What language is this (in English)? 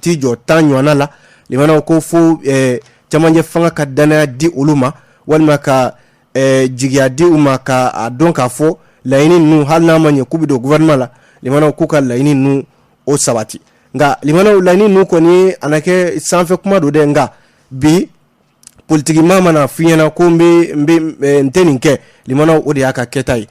Bambara